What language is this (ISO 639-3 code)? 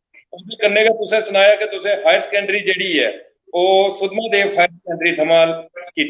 doi